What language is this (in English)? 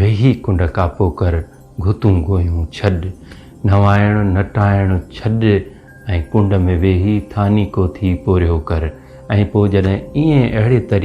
Sindhi